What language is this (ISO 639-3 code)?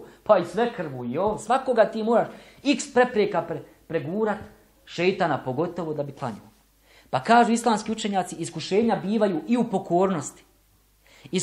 bos